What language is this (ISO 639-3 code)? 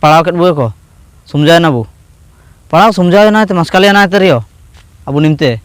hoc